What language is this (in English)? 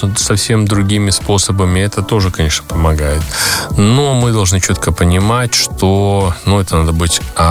Russian